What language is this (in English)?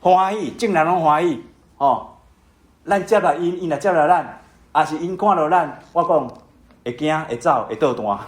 Min Nan Chinese